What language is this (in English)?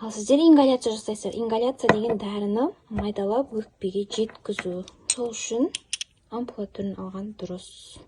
Kazakh